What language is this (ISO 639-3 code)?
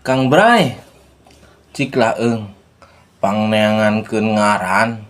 sun